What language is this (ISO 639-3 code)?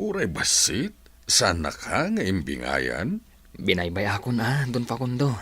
ilo